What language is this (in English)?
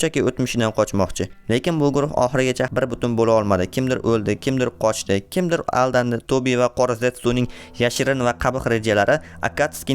Uzbek